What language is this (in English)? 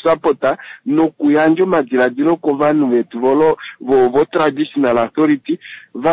Kuanyama